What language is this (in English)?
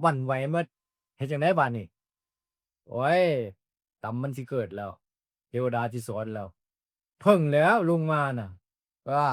Northeastern Thai